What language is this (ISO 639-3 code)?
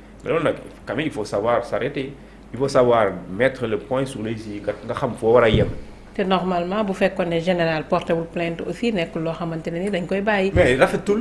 wol